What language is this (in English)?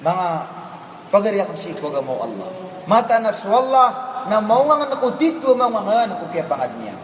Maranao